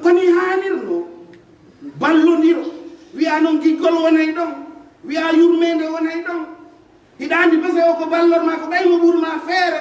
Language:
Pular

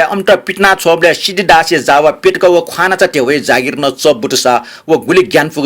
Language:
Newari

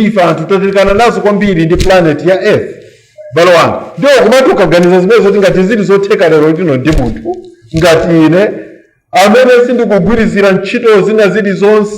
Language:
Nyanja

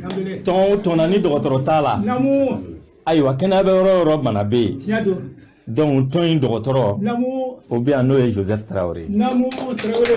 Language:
Bambara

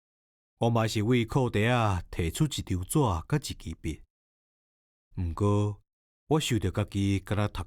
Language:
Min Nan Chinese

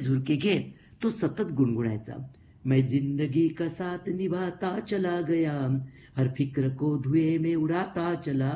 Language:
Marathi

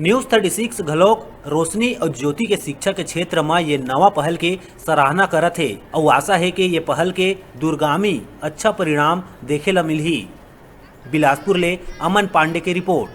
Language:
Chhattisgarhi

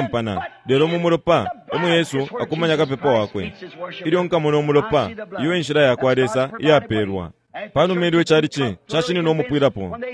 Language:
Bemba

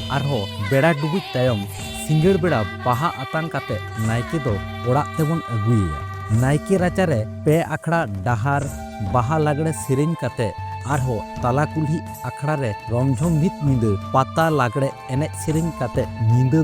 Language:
Santali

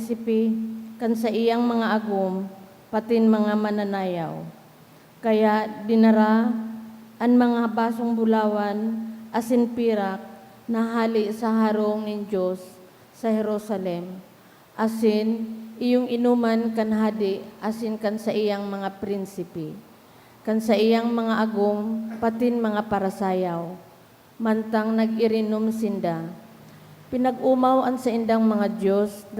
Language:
Bikol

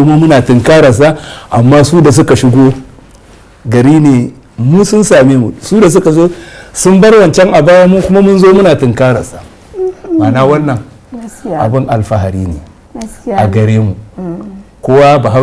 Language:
Hausa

